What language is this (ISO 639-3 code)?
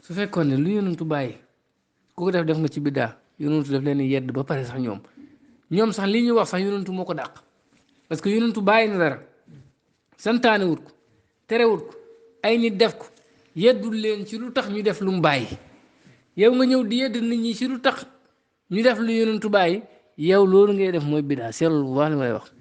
wol